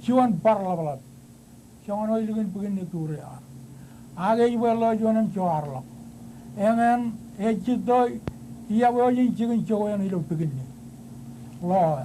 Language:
Marshallese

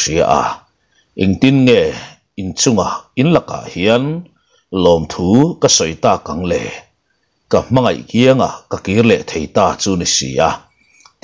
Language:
Mizo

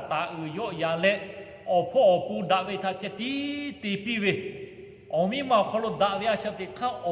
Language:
Lahu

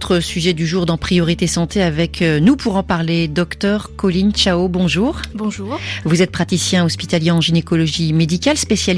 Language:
French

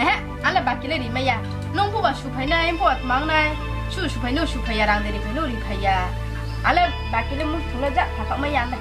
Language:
Riang (India)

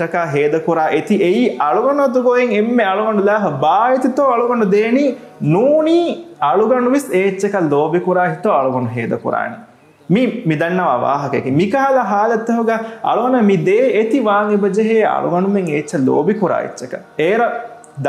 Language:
Divehi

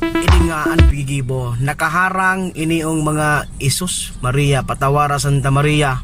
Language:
Bikol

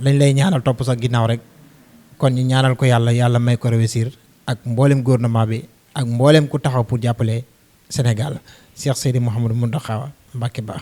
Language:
Wolof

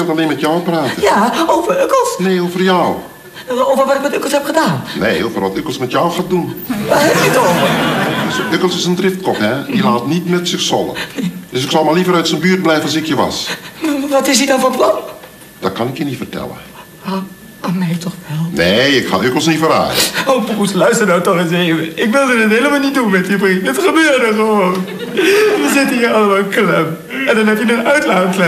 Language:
Dutch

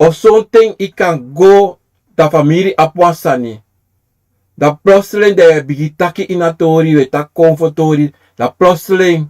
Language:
Sranan Tongo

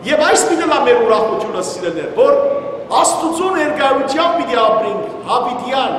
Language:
Western Armenian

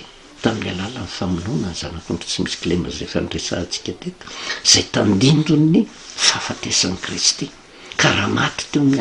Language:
Malagasy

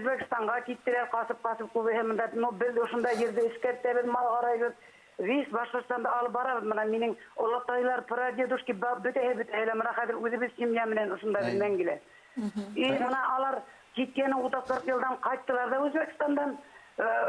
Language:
Bashkir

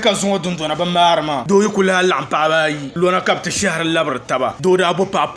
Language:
Dagbani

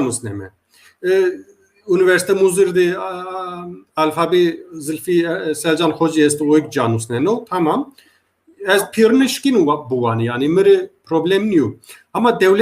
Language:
Zaza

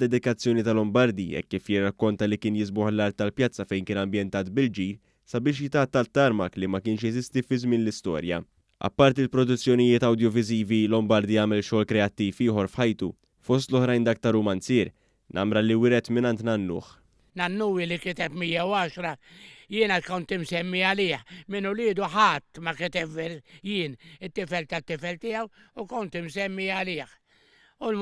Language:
Maltese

